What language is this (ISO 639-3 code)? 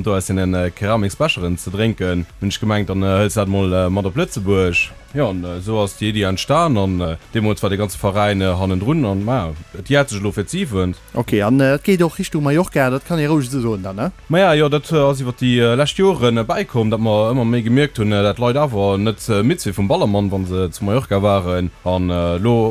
ltz